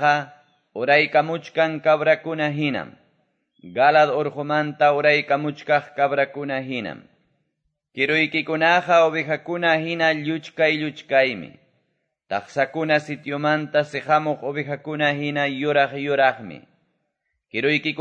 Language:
Quechua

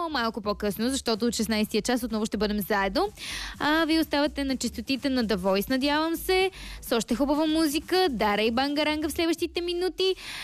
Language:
Bulgarian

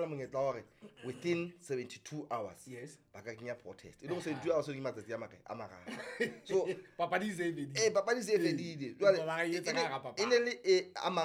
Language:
Southern Sotho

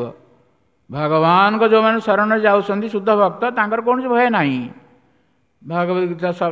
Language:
Odia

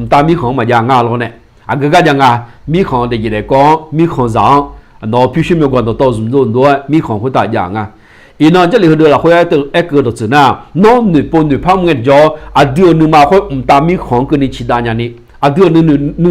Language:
Akha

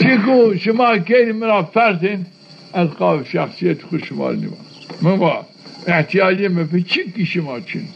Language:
Zaza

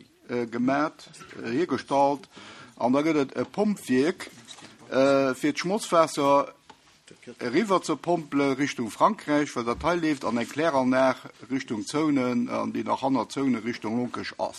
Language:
Luxembourgish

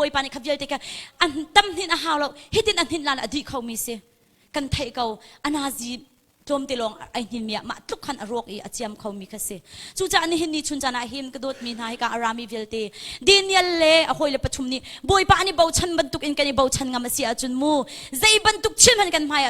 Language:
Hakha Chin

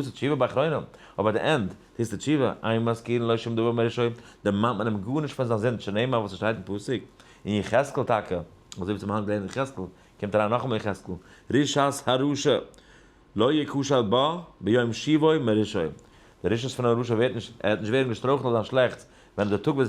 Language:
Yiddish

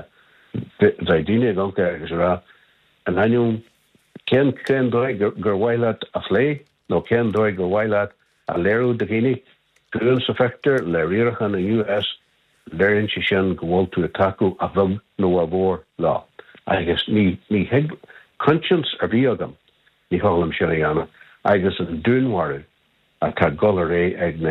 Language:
Irish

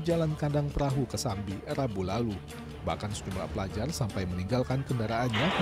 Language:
Indonesian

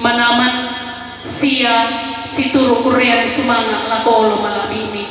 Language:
Toraja-Sa'dan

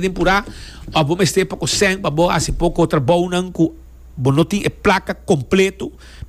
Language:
Papiamento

